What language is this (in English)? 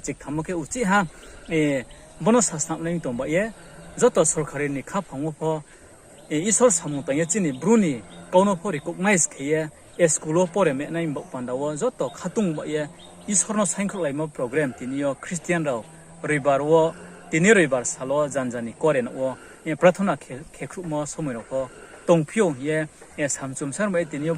Riang (India)